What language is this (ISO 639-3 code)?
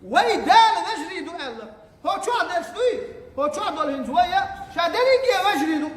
che